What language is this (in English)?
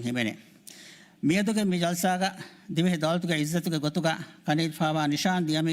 Divehi